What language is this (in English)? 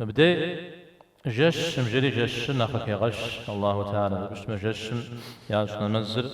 Kabardian